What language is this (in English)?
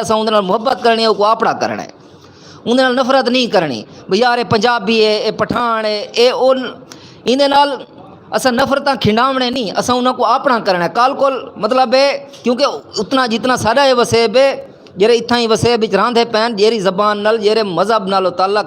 Saraiki